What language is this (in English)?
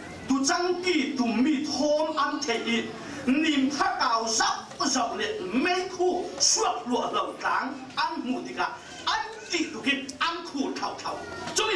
Falam Chin